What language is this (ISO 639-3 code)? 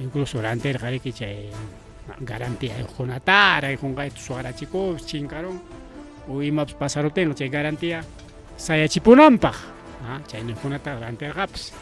quy